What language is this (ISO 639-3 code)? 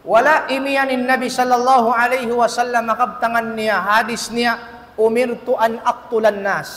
tsg